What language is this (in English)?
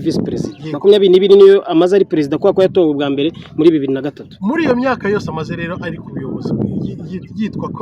Kinyarwanda